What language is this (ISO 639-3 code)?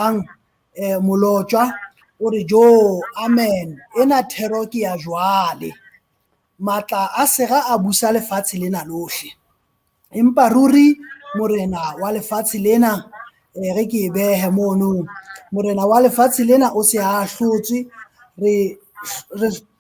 sot